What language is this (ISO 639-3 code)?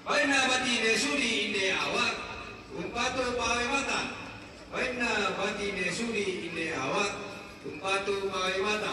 sda